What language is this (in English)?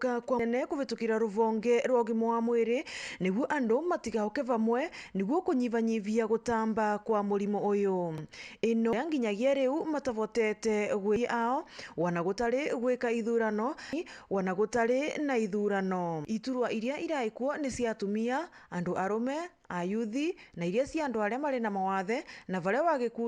Meru